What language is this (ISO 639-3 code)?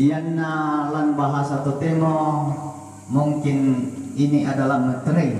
sda